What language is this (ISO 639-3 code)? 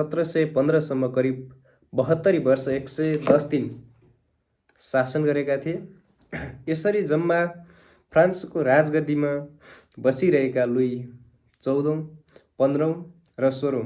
nep